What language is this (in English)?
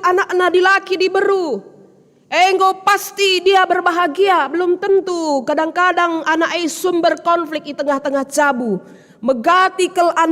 Batak Karo